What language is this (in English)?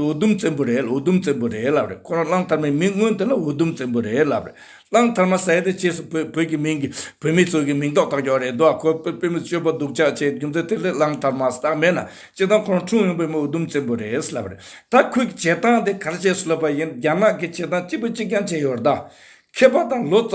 Tibetan